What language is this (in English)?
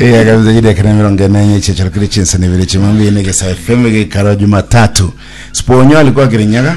Gusii